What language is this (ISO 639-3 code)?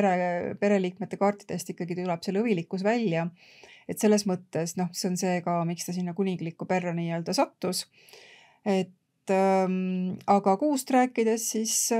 est